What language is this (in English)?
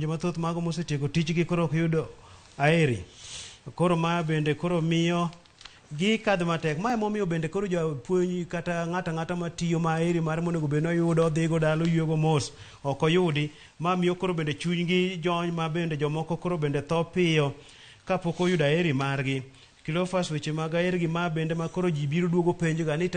Luo (Kenya and Tanzania)